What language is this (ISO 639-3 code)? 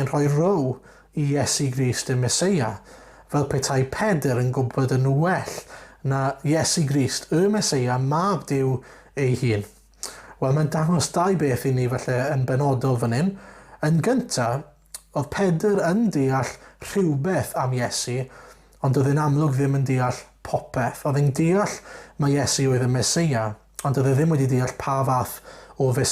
cym